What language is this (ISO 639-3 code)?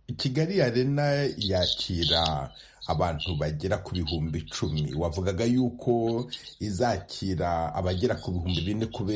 kin